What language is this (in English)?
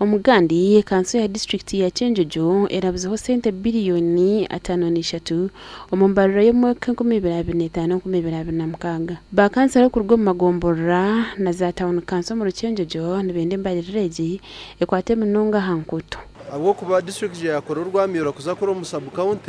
Nyankole